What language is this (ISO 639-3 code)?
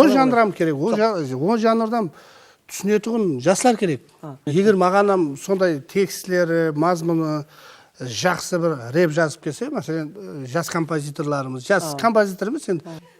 kaa